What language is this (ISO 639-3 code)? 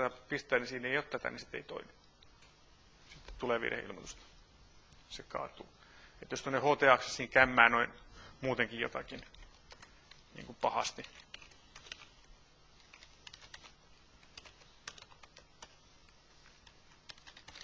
fin